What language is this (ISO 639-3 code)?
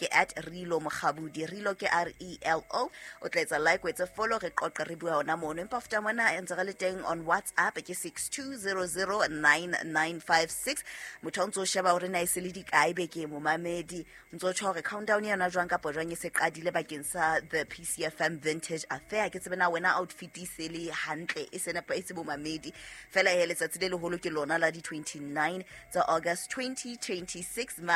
sot